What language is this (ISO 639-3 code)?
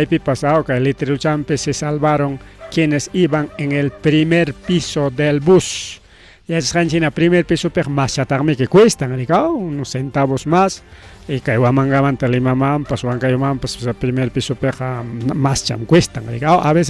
quy